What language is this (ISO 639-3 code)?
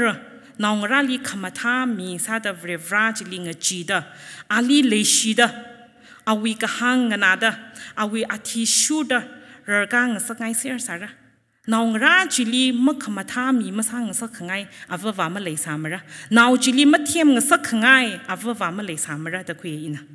nmf